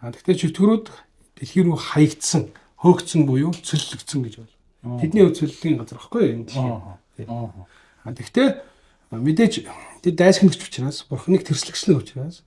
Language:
Mongolian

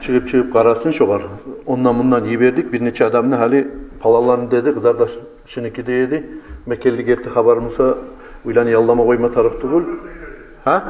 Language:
Kumyk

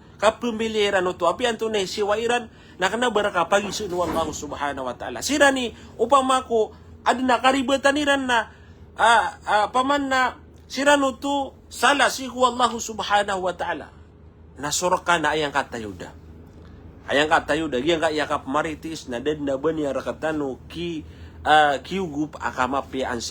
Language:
Maranao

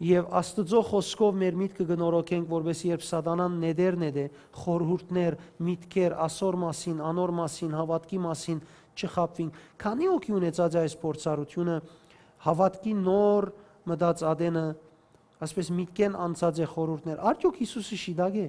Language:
Western Armenian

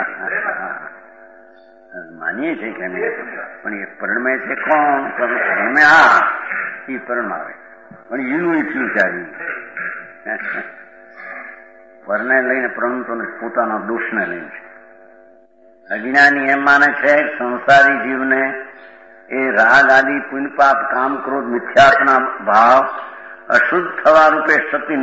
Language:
Gujarati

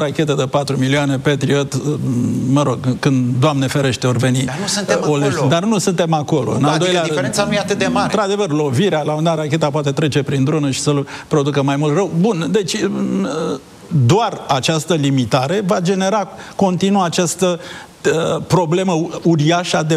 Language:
Romanian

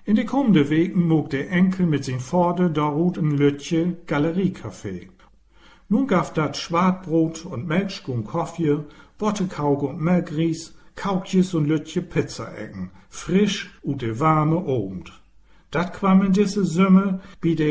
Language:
Low German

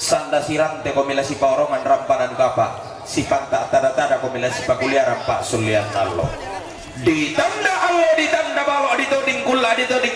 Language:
Toraja-Sa'dan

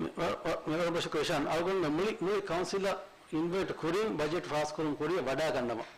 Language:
Divehi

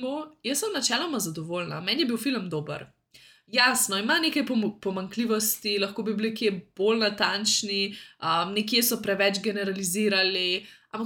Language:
Slovenian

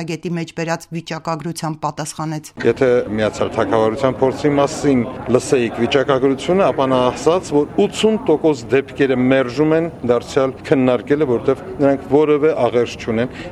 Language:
Armenian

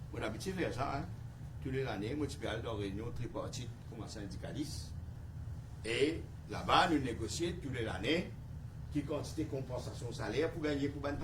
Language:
Morisyen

